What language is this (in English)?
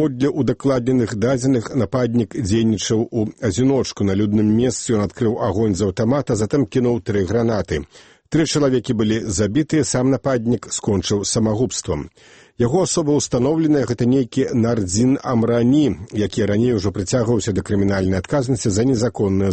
Belarusian